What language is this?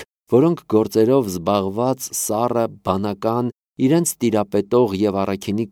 Armenian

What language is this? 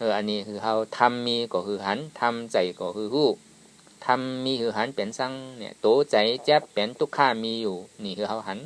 Shan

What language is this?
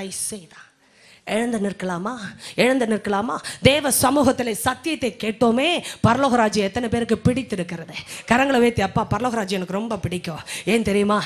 Tamil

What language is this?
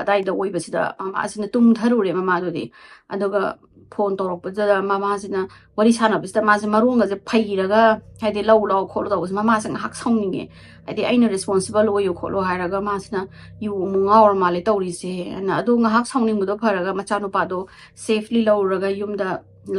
Manipuri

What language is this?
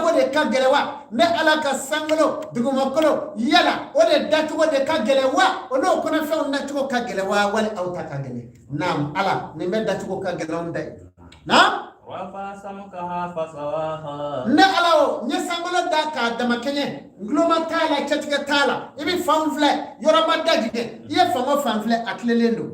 Bambara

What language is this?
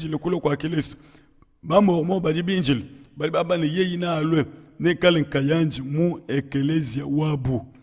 Luba-Lulua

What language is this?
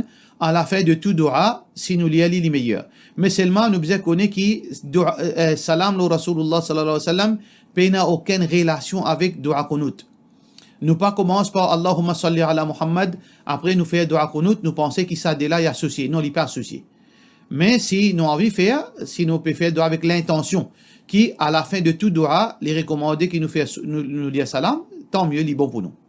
Morisyen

